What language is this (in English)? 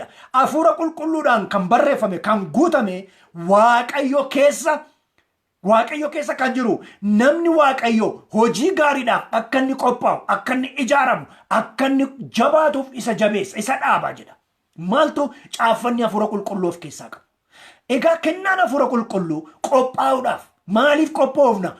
Oromo